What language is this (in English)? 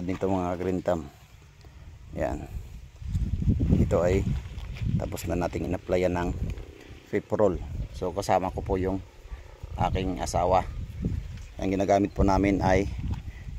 Filipino